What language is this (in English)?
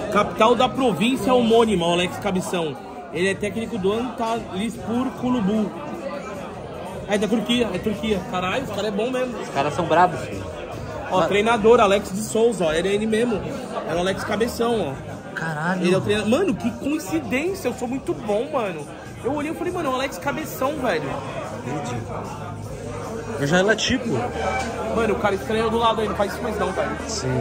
Portuguese